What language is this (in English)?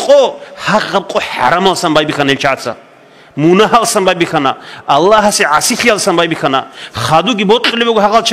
Avaric